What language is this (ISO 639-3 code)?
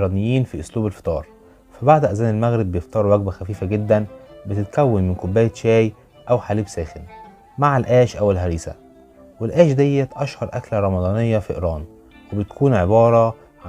arz